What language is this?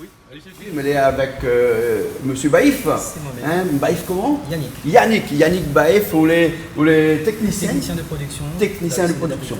Réunion Creole French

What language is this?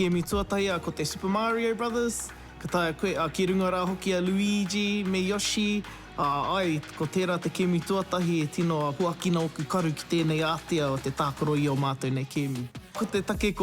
Māori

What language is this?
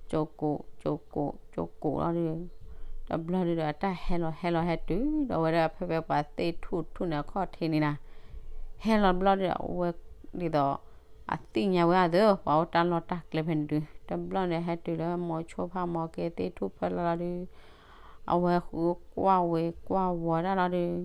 S'gaw Karen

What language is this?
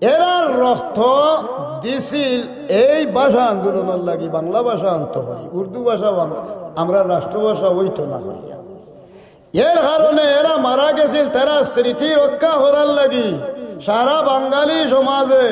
Sylheti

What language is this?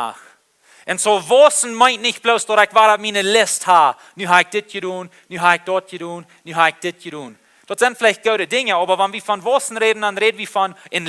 Plautdietsch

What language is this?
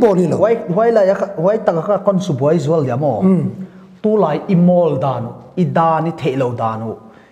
Paite Chin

